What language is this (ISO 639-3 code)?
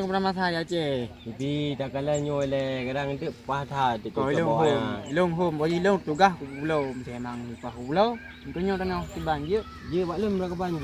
ace